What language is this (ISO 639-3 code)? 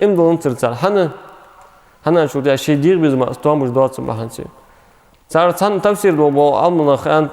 inh